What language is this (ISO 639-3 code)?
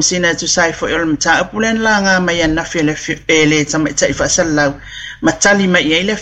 smo